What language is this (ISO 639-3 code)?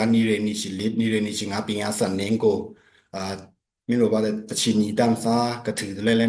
blk